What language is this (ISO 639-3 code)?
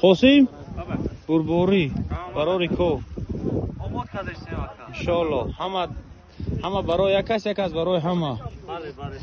tgk